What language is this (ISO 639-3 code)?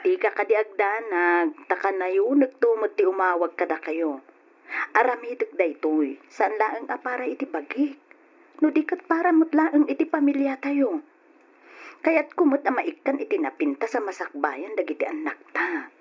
ilo